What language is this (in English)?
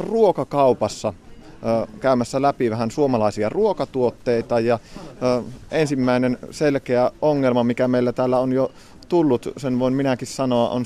Finnish